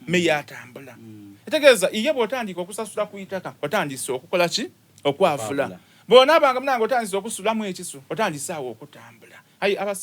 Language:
Soga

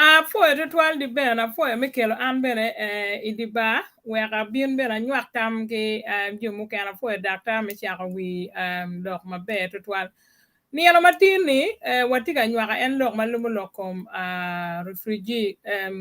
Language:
Acoli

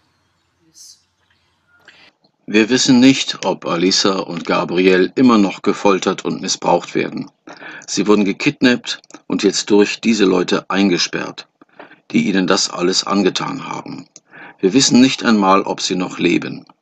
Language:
German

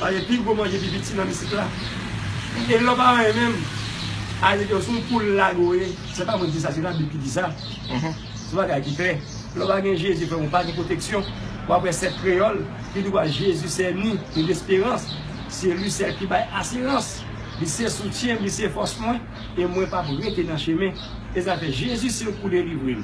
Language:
Haitian Creole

